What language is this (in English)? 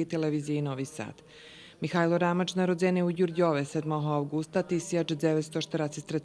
Rusyn